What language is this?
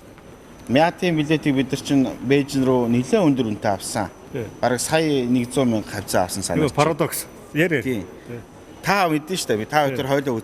Mongolian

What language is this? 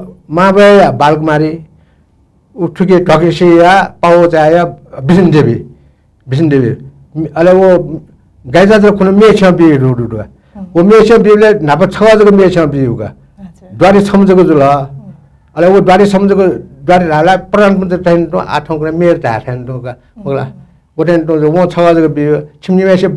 Newari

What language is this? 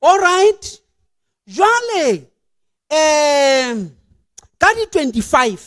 Southern Sotho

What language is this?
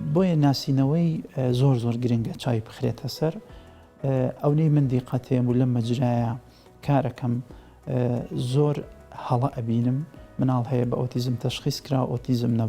Central Kurdish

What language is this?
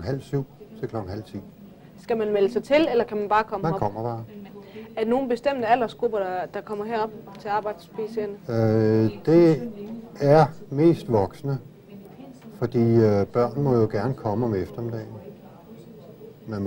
Danish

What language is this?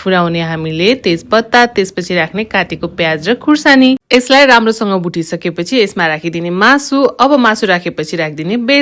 Nepali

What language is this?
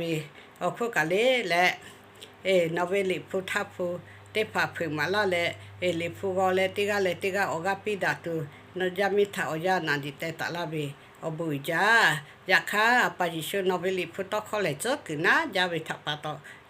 Lahu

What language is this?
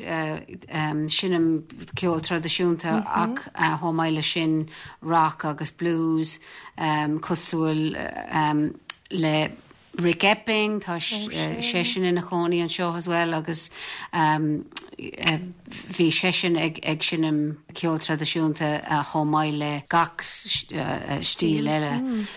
Irish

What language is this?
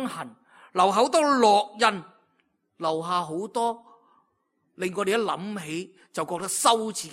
Cantonese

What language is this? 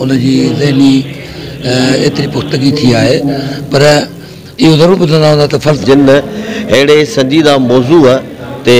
Sindhi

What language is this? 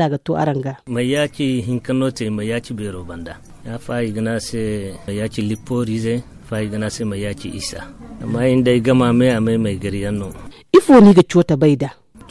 Zarma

